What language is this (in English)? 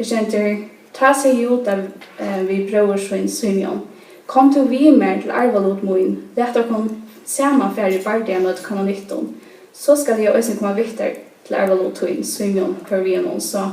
Faroese